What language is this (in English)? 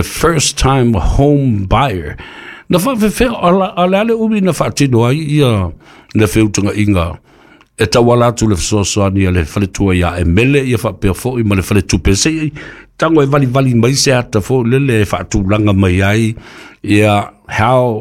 Samoan